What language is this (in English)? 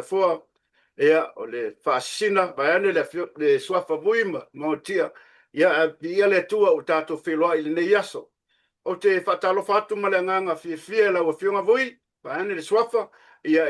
Samoan